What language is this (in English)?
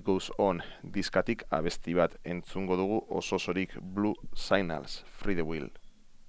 Basque